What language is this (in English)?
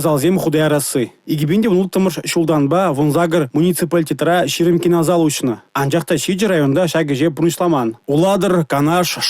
Chuvash